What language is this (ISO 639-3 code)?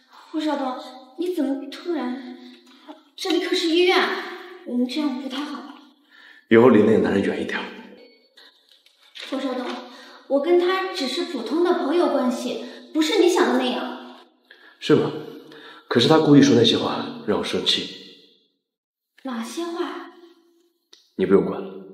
zho